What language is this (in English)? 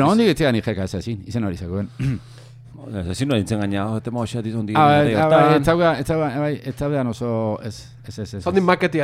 Basque